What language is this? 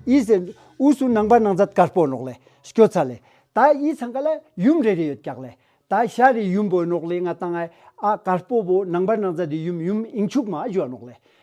Ladakhi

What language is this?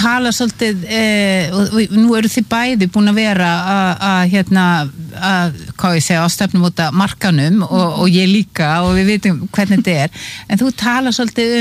Icelandic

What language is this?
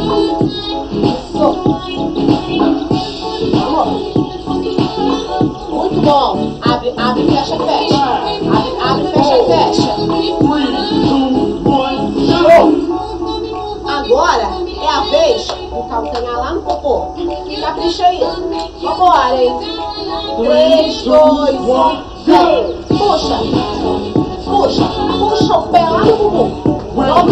Portuguese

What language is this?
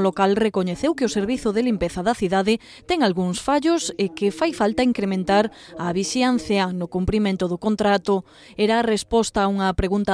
Galician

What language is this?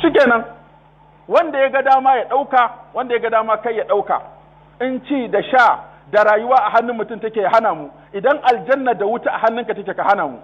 Hausa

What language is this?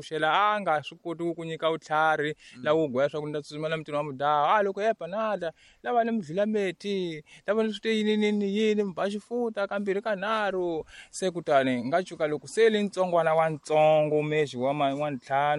Tsonga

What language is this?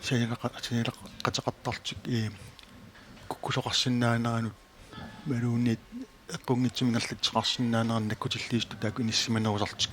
Kalaallisut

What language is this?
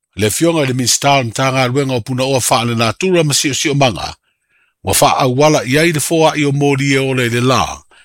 Samoan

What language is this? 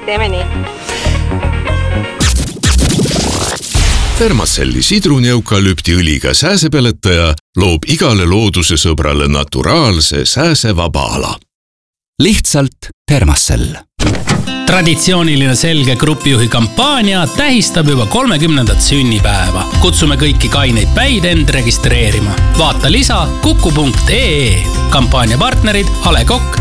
Estonian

